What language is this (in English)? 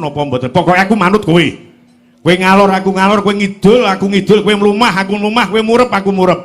Javanese